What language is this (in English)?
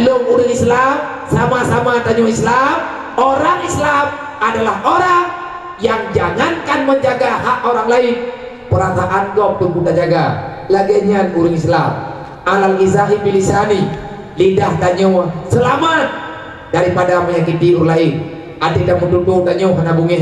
Achinese